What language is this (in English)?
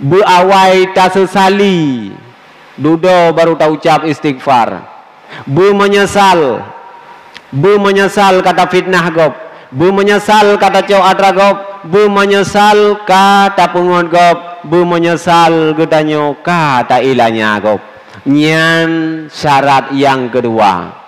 Achinese